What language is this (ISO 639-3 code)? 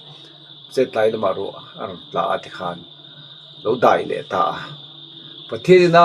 lus